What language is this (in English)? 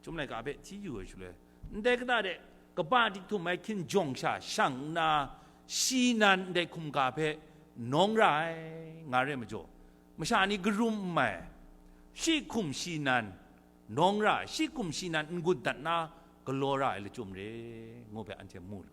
Kachin